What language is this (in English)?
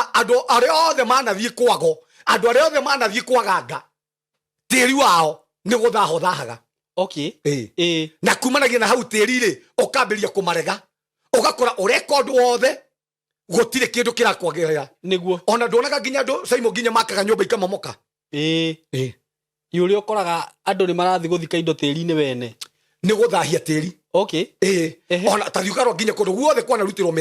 Kikuyu